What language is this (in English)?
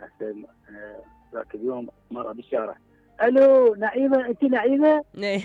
Mesopotamian Arabic